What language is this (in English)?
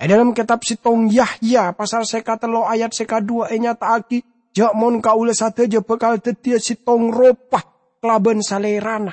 Madurese